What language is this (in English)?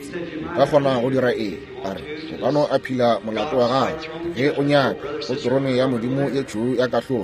Northern Sotho